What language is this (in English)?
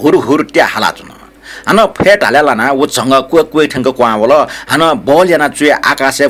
Newari